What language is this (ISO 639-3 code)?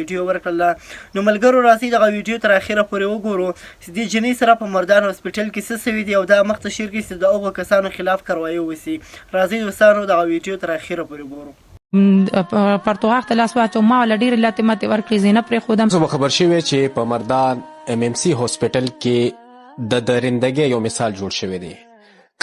pus